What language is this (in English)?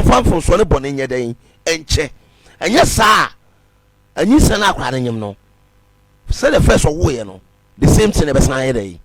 Akan